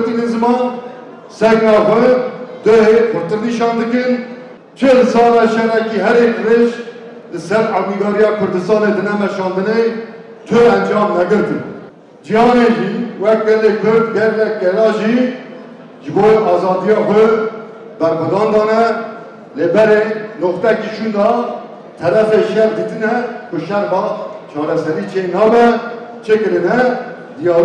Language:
Kurdish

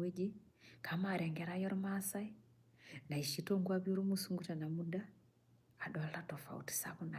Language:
Masai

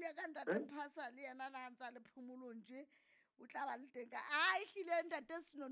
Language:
Southern Sotho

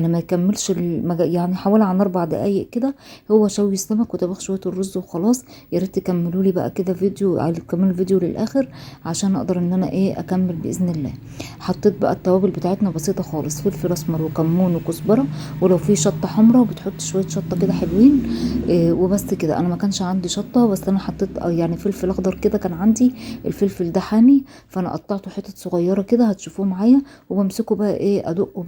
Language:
Egyptian Arabic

